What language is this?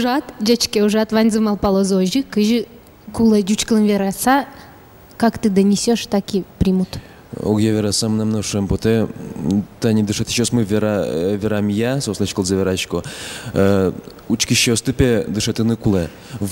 Udmurt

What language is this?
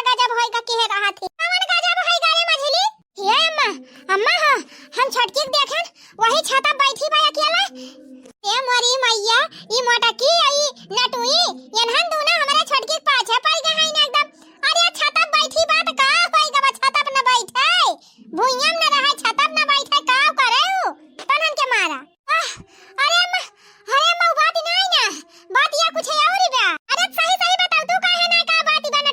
Awadhi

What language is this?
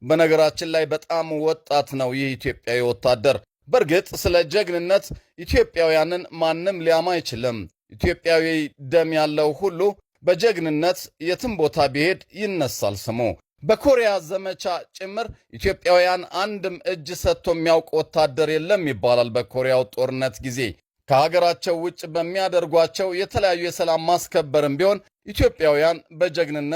Amharic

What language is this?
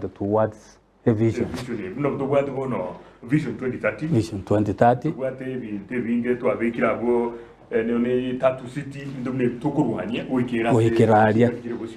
Gusii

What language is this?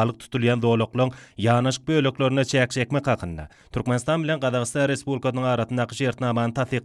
Turkmen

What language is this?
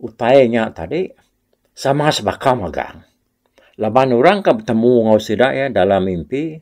Iban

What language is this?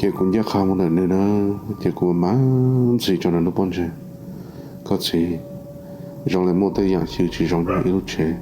Hmong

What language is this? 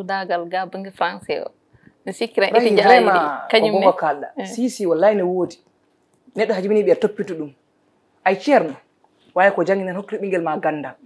Fula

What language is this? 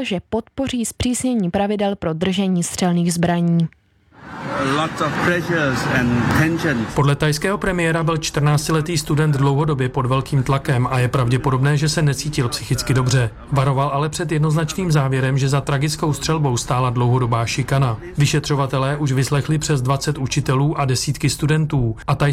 Czech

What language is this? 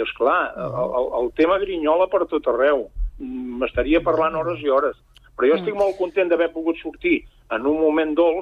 Catalan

